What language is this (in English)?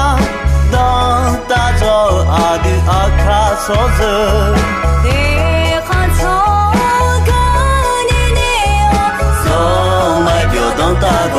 Akha